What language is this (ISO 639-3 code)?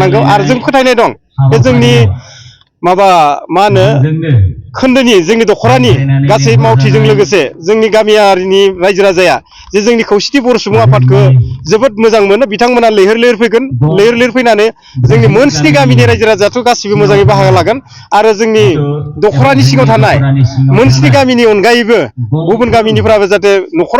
brx